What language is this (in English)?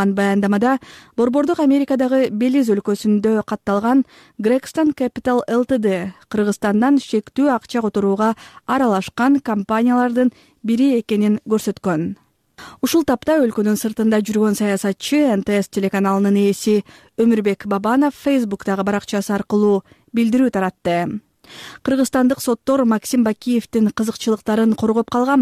Kyrgyz